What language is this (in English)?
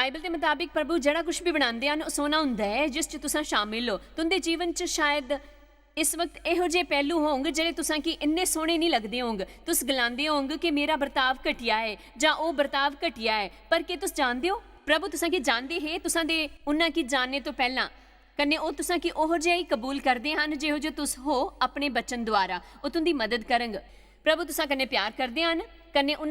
Dogri